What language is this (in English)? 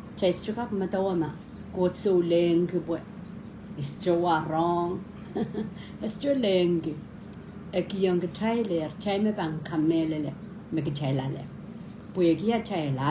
Pohnpeian